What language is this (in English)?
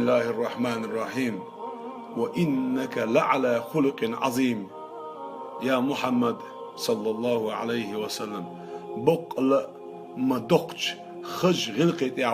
Chechen